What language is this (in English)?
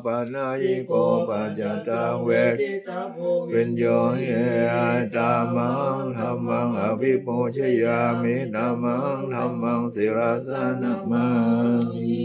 Pali